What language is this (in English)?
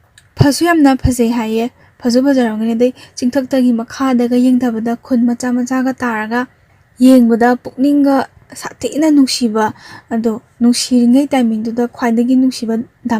Manipuri